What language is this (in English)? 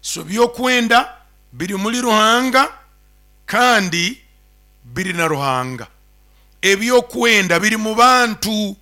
Nyoro